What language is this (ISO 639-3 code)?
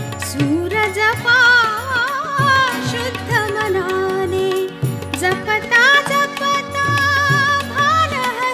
mar